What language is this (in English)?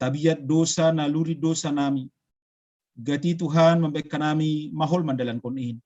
Batak Simalungun